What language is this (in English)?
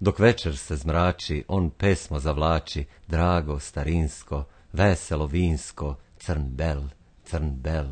Slovenian